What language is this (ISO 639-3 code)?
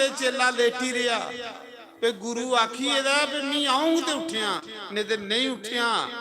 doi